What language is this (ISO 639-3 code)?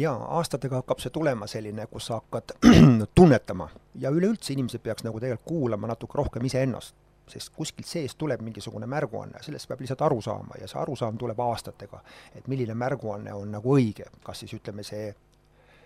est